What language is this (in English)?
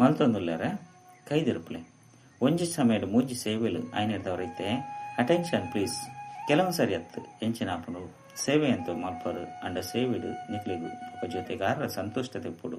Tulu